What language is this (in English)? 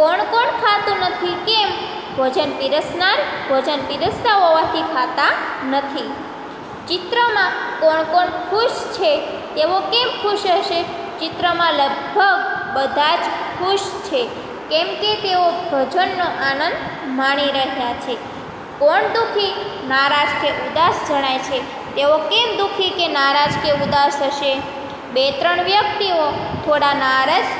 Gujarati